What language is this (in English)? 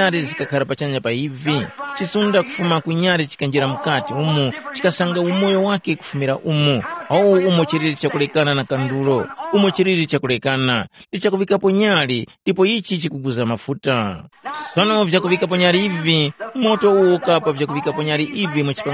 Tumbuka